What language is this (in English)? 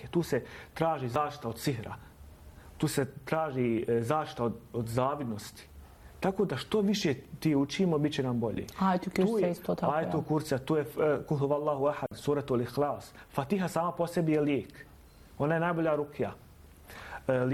Bosnian